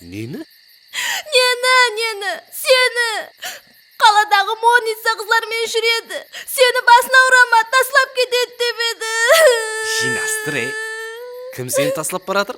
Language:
Kara-Kalpak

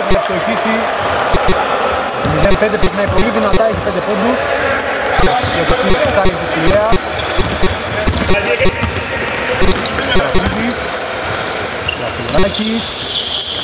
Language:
Greek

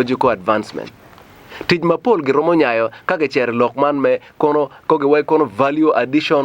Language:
Acoli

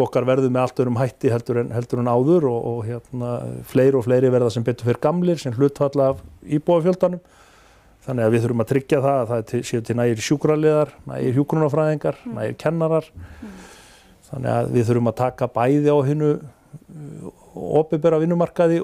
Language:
Icelandic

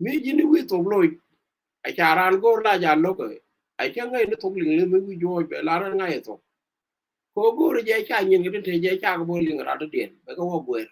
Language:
Nuer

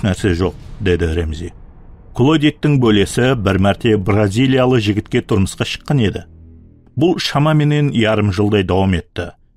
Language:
Kara-Kalpak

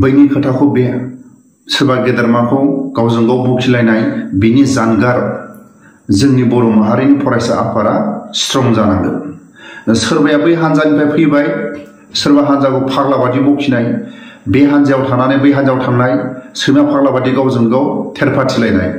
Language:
Bodo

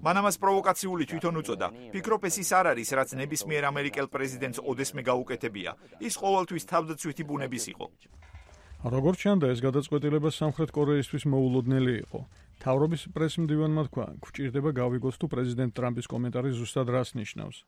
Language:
Georgian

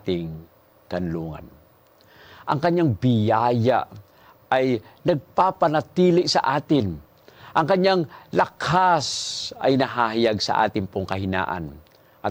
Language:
Filipino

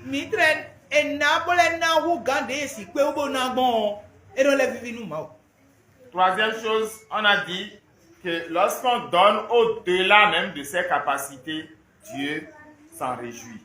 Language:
Fon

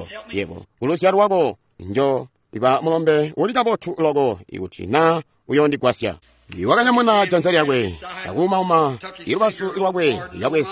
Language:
Tonga (Zambia)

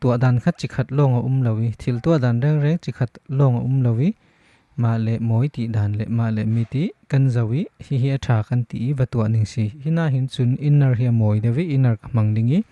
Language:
Falam Chin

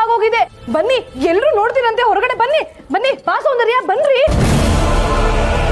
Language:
Kannada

